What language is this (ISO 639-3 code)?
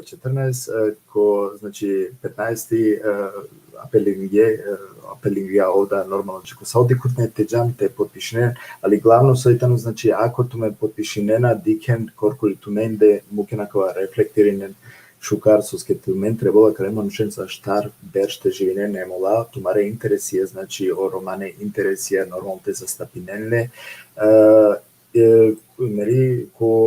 rmn